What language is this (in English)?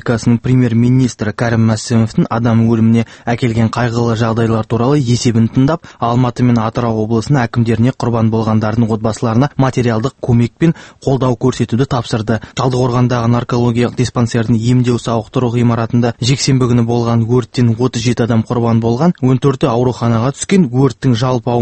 Kazakh